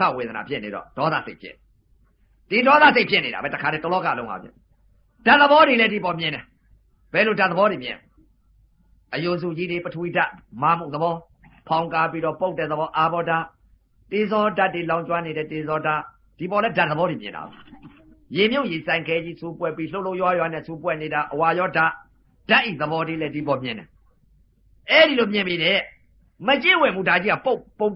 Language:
Burmese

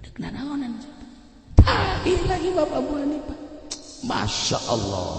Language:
Sundanese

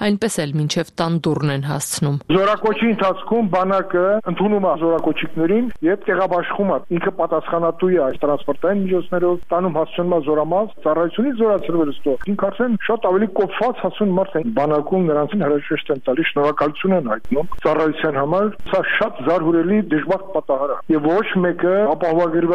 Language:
Armenian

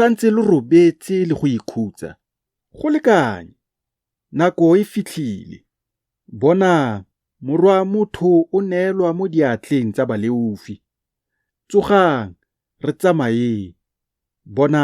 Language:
Tswana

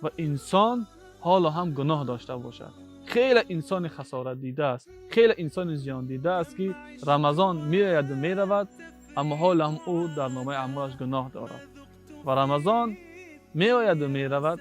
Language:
Tajik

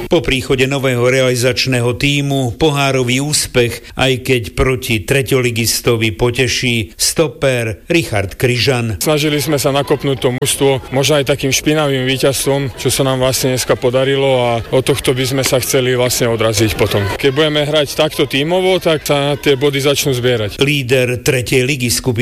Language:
Slovak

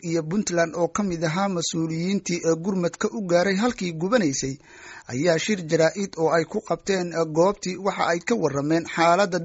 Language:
Somali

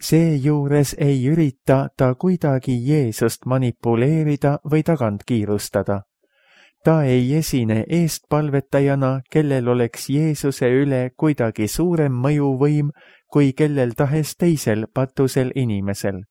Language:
Estonian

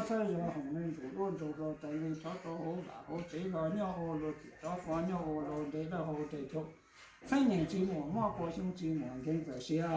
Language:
Hmong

